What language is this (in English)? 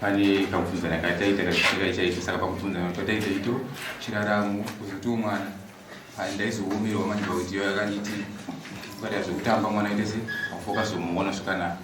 Shona